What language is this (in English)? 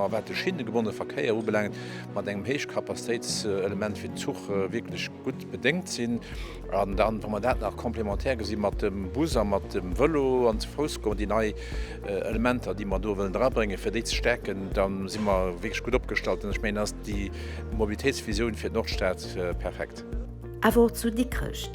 Luxembourgish